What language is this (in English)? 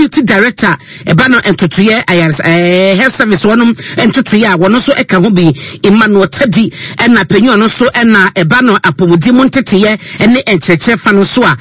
Akan